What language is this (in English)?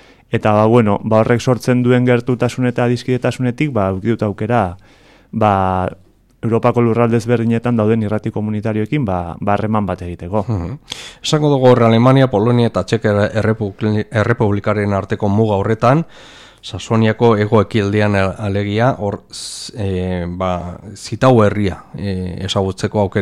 Basque